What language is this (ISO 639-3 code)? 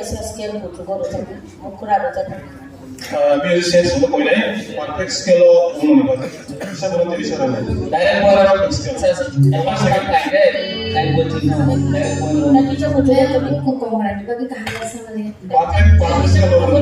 trp